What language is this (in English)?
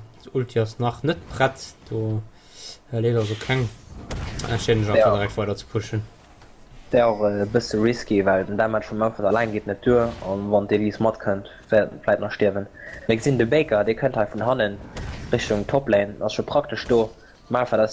Luxembourgish